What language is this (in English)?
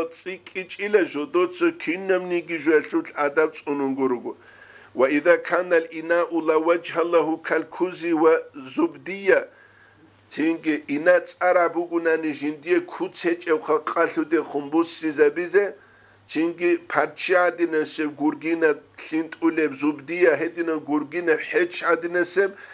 Avaric